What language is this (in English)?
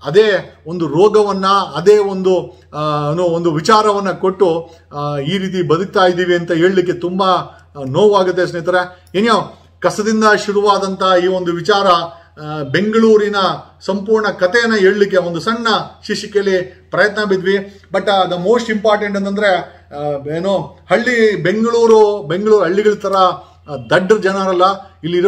Kannada